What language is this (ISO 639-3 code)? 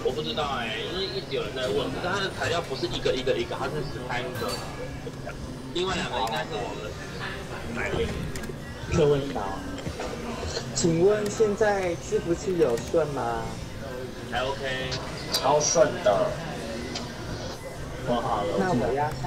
zho